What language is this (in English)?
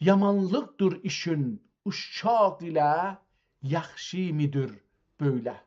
South Azerbaijani